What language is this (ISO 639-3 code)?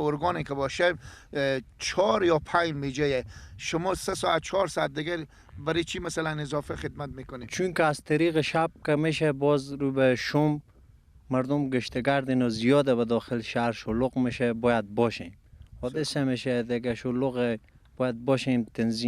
fas